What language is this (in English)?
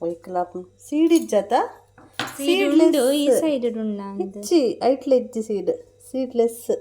Tulu